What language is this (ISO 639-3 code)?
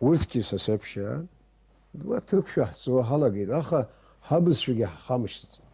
abk